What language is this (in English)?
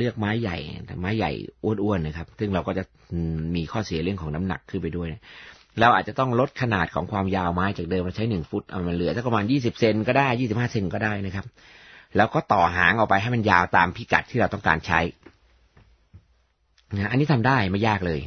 Thai